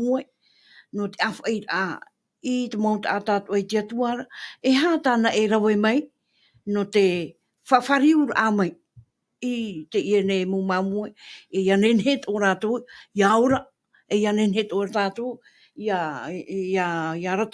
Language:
Tahitian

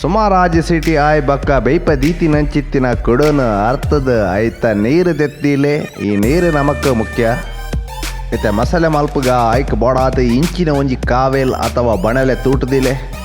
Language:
Tulu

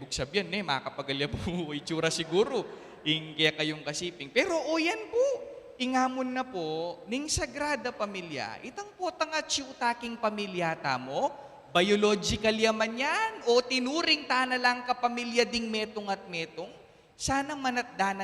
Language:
Pampanga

